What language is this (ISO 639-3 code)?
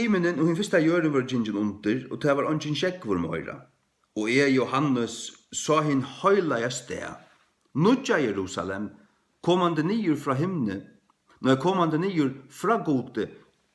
fao